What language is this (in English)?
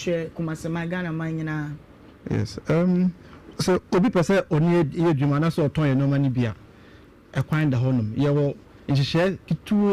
Akan